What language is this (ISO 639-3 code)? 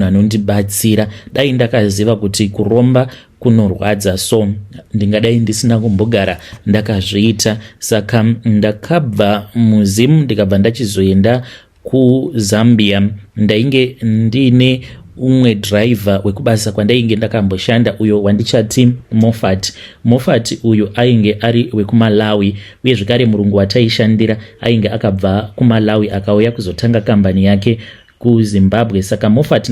sna